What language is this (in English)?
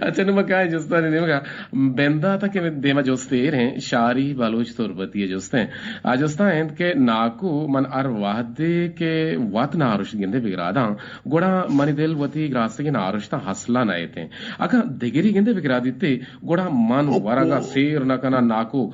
Eastern Balochi